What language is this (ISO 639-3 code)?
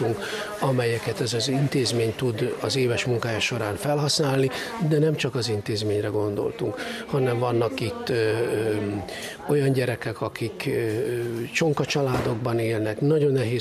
hun